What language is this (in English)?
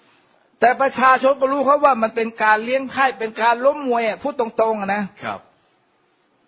Thai